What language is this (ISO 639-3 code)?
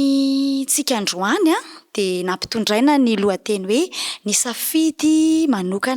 mlg